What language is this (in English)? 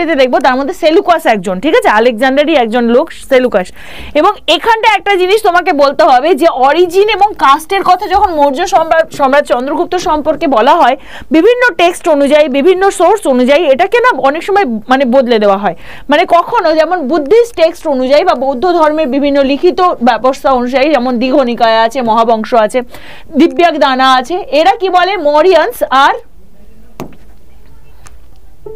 Bangla